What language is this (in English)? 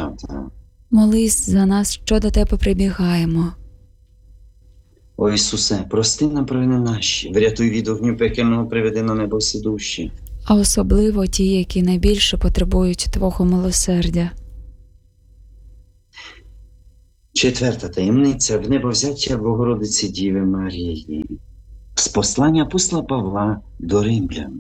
Ukrainian